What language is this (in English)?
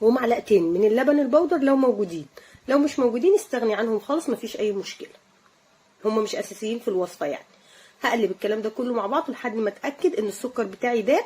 Egyptian Arabic